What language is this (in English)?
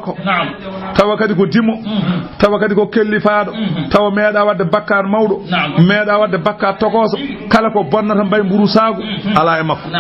Fula